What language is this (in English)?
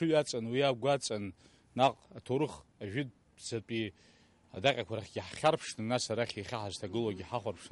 Abkhazian